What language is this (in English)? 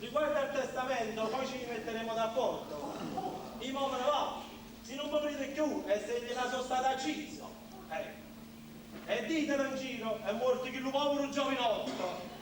Neapolitan